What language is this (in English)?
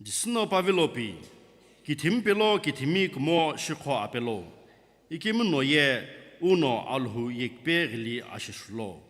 Sumi Naga